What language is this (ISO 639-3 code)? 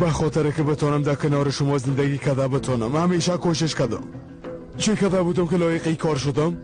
fas